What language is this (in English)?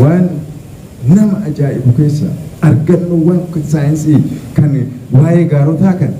Oromo